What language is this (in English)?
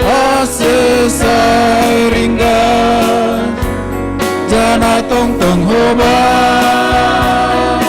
Batak Simalungun